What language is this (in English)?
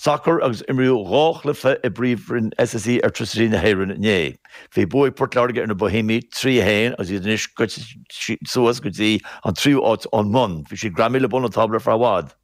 Irish